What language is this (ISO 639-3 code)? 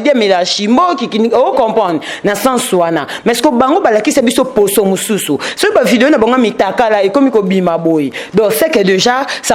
lin